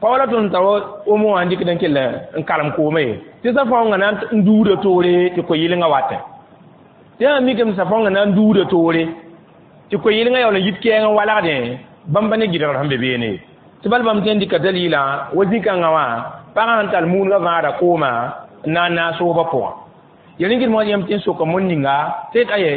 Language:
Mossi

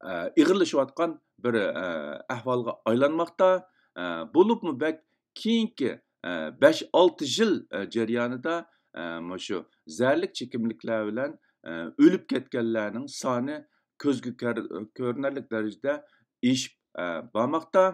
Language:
Uyghur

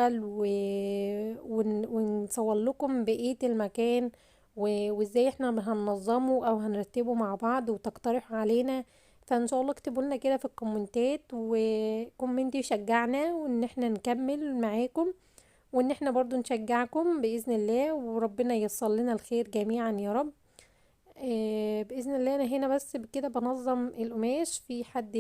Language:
Egyptian Arabic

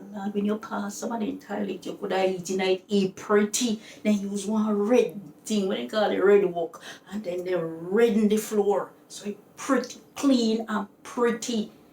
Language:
Jamaican Creole English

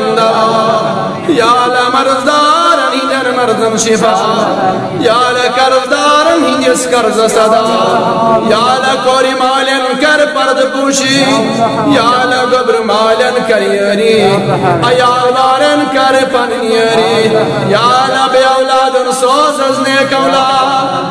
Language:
Kashmiri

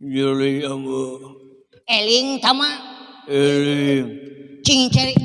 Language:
Sundanese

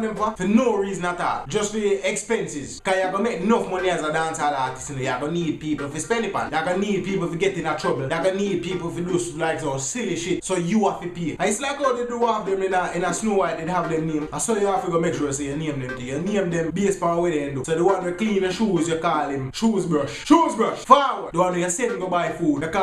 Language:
Jamaican Creole English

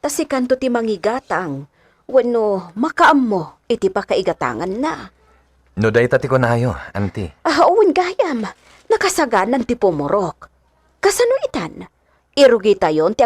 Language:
Iloko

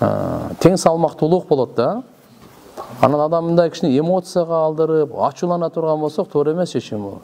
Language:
Kyrgyz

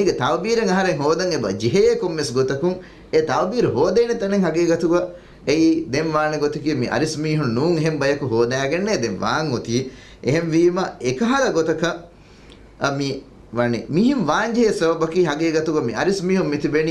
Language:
Divehi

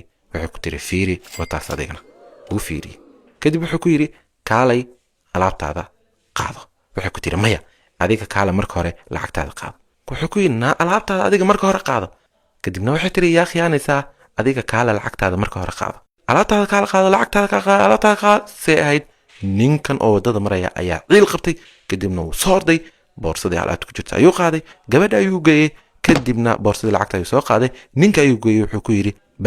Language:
Somali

